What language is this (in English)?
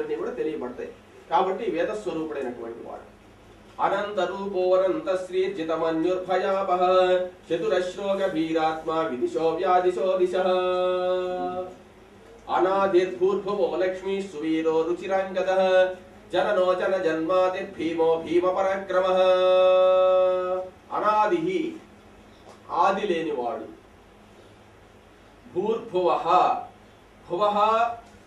Telugu